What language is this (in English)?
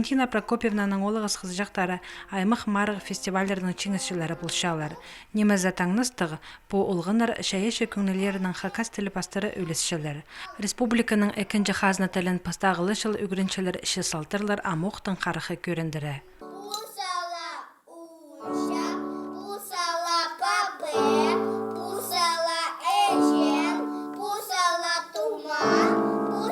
Khakas